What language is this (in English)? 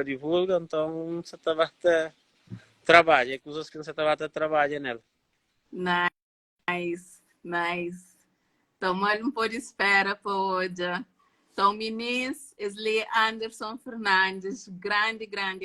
Kabuverdianu